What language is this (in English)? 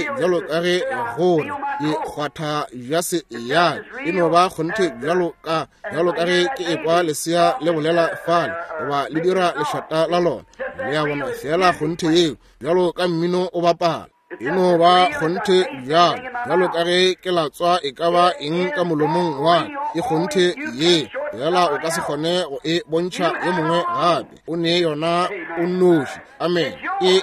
Northern Sotho